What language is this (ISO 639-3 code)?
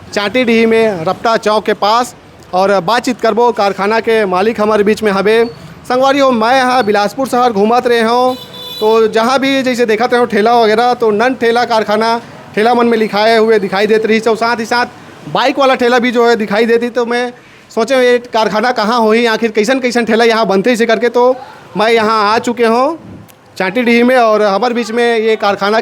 hne